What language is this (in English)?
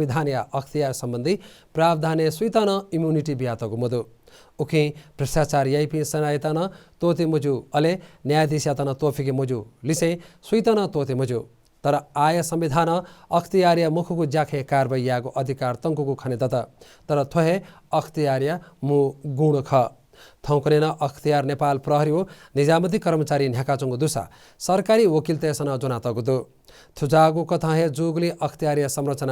Newari